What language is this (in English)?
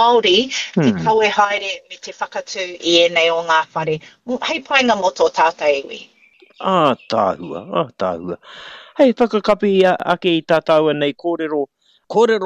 Māori